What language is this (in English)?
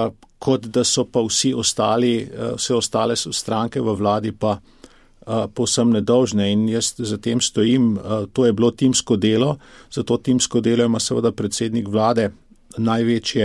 Slovenian